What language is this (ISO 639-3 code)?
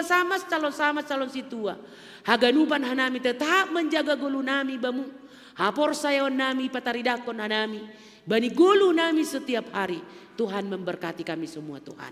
bts